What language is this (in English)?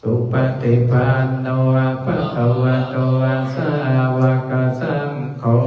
Pali